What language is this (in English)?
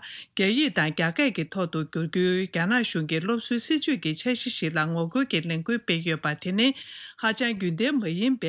Tibetan